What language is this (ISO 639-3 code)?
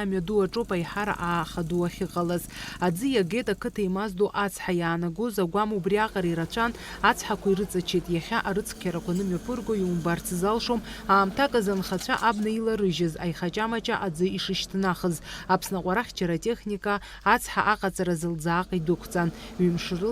abk